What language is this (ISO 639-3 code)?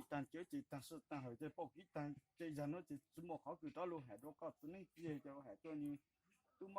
hmn